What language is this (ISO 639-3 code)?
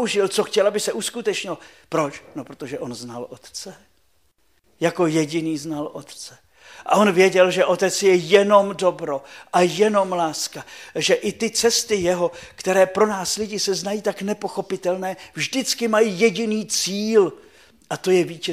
ces